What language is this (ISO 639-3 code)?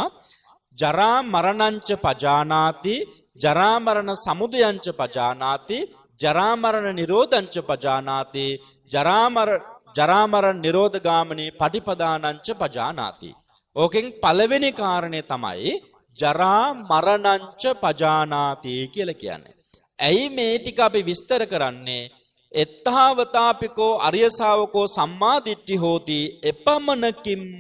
sin